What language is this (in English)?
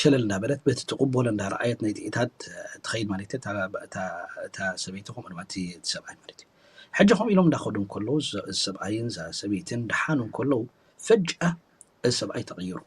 Tigrinya